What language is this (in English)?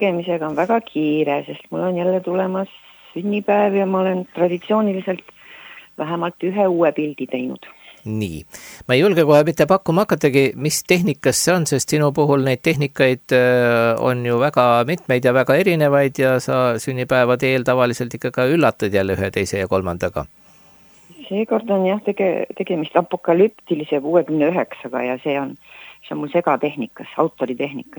Estonian